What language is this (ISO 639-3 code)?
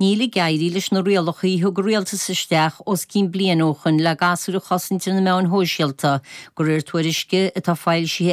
gle